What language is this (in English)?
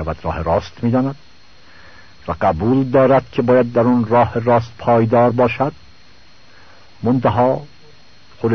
Persian